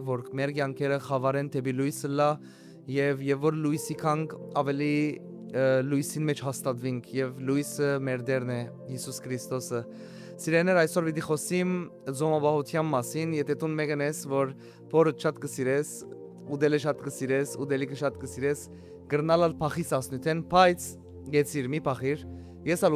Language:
Western Armenian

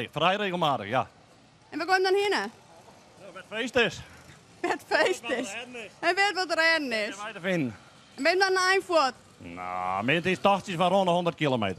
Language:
Western Frisian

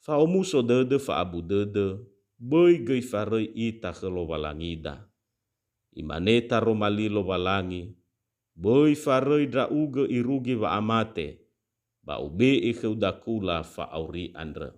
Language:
Nias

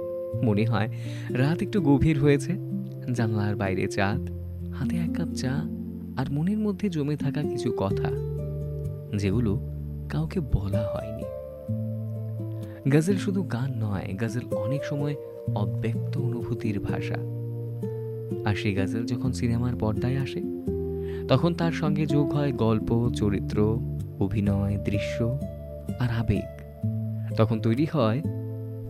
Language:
Bangla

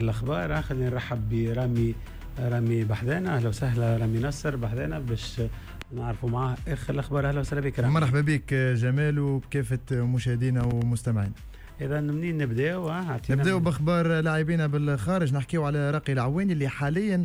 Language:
Tunisian Arabic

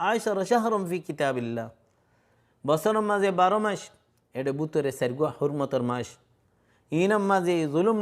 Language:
Rohingya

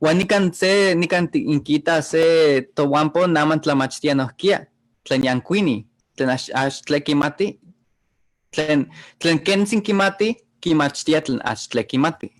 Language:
Eastern Huasteca Nahuatl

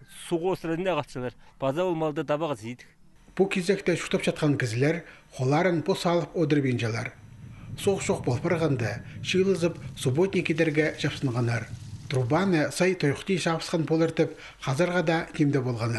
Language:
Khakas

